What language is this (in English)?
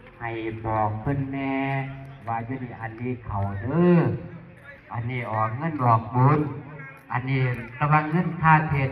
Northeastern Thai